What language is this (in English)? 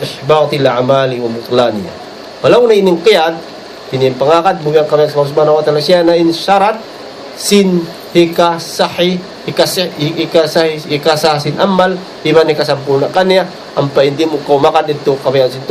Tausug